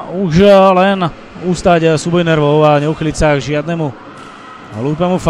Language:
Slovak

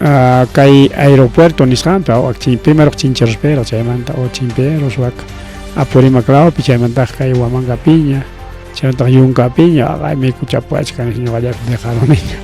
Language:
Ayacucho Quechua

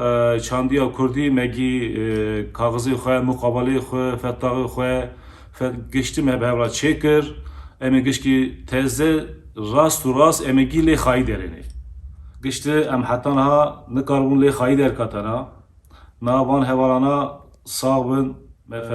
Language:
Kurdish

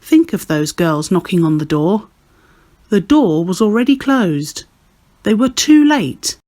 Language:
English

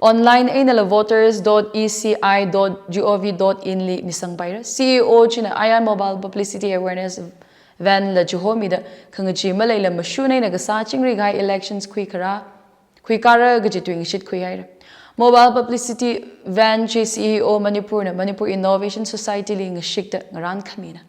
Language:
Tangkhul Naga (India)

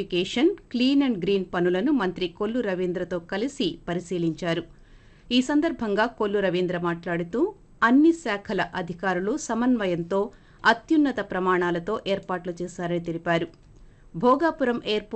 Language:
Telugu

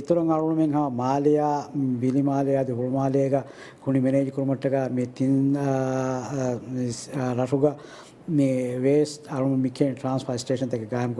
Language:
Divehi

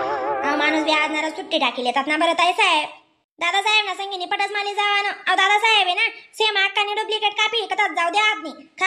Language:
Khandesi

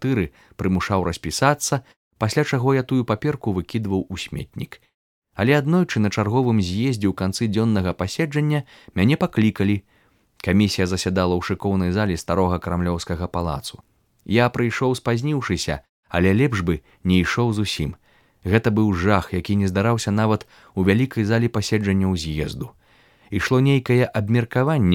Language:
Belarusian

